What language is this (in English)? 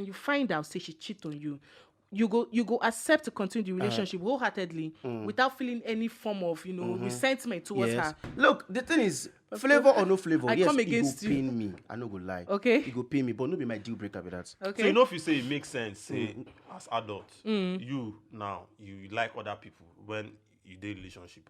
Nigerian Pidgin